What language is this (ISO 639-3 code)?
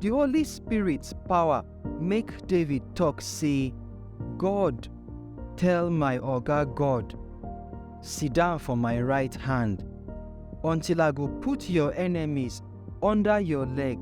pcm